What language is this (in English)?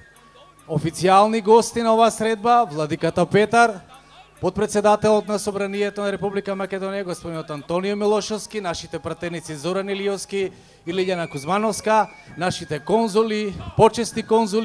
Macedonian